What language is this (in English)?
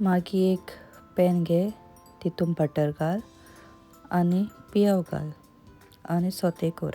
Konkani